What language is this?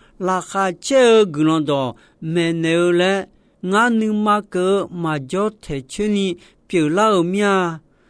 Akha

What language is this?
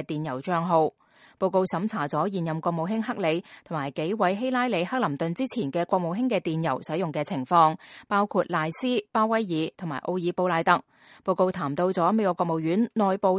Cantonese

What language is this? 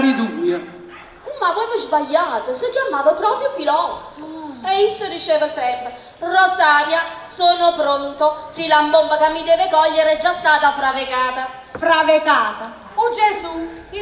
Neapolitan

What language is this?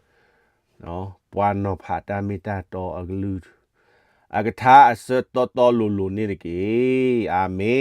S'gaw Karen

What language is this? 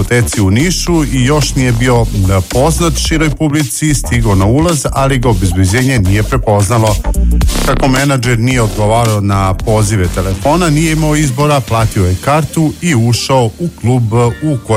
Serbian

